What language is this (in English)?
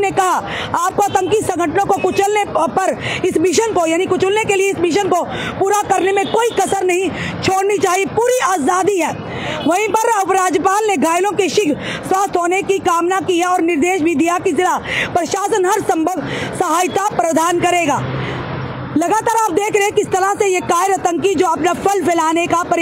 Hindi